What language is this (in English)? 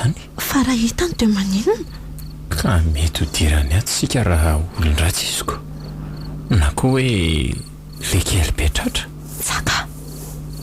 Malagasy